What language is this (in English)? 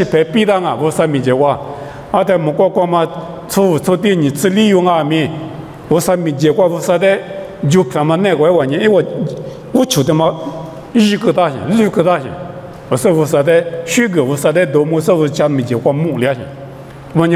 Lisu